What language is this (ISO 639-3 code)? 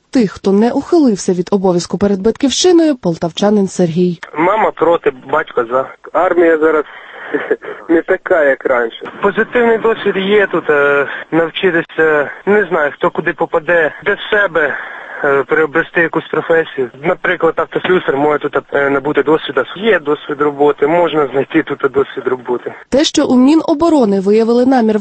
ukr